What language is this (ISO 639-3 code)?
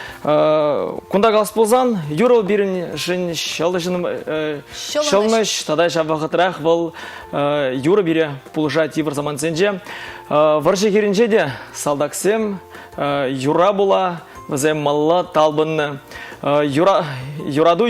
chv